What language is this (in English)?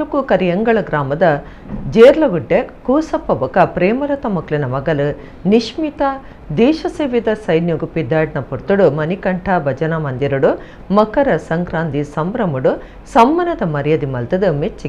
Tulu